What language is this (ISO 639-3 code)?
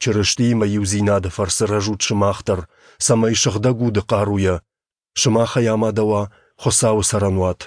oss